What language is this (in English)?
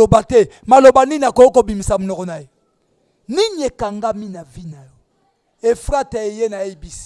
Lingala